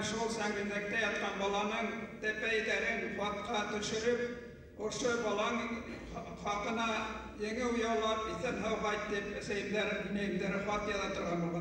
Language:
Bashkir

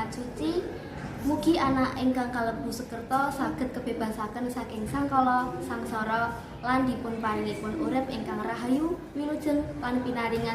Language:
Javanese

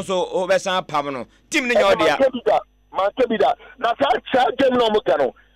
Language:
Akan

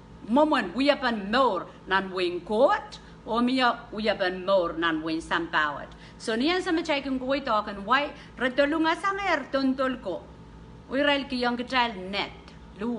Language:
Pohnpeian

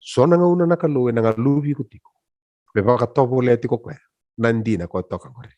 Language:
Fijian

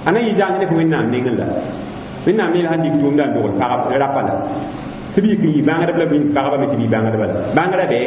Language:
Mossi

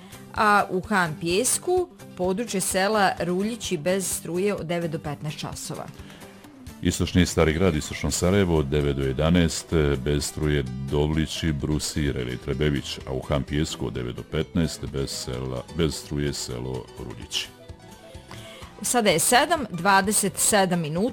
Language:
Bosnian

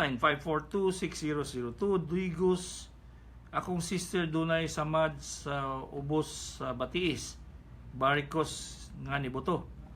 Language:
Cebuano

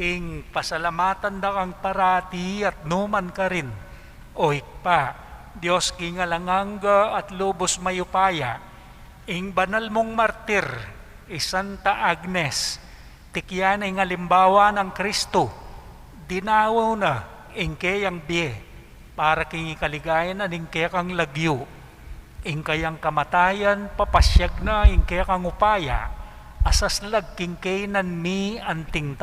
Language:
Pampanga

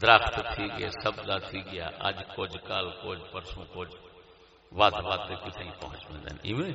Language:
Saraiki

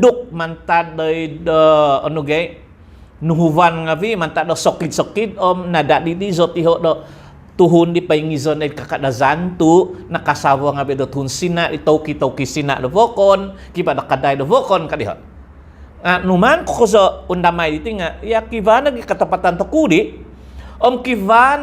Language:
Central Dusun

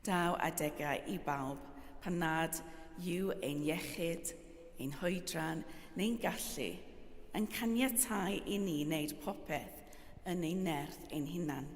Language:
Welsh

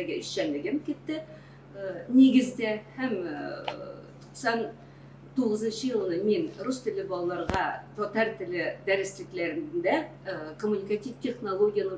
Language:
Tatar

